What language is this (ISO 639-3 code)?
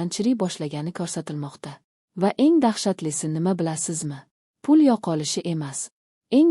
uzb